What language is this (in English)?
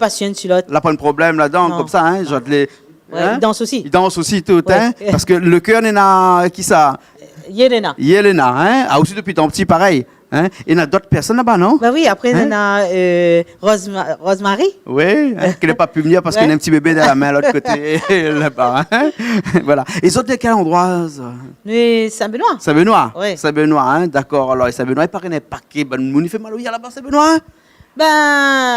Réunion Creole French